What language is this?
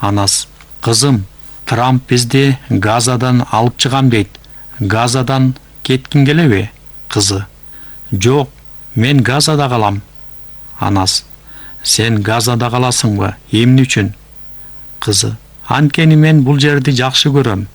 Kyrgyz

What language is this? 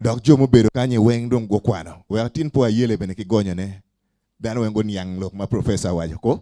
Acoli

